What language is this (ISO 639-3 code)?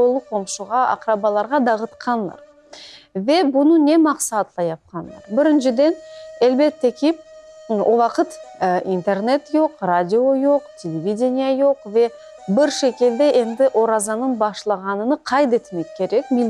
crh